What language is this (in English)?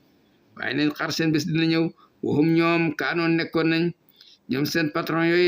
Wolof